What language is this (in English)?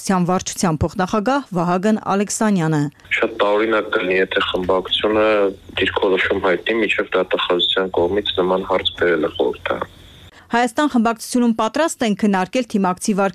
Armenian